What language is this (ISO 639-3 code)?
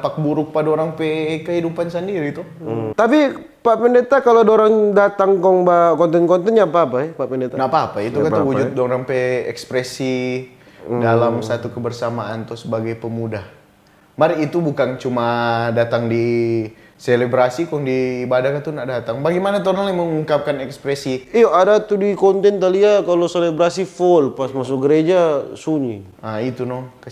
xmm